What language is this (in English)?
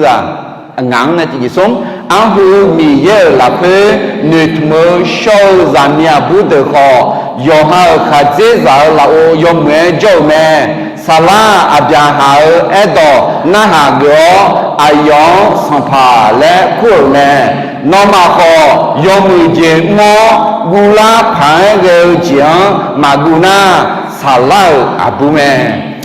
Akha